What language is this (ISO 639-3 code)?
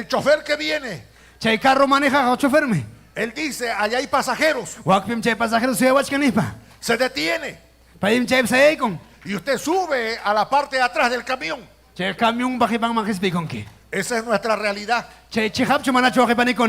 quy